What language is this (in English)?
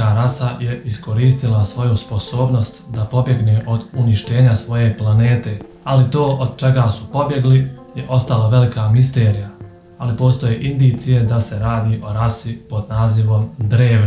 Bosnian